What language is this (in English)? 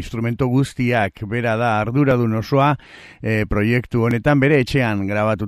Basque